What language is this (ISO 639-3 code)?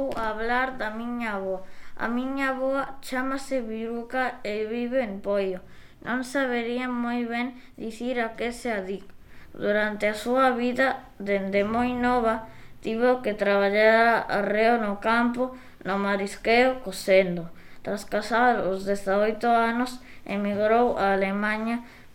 glg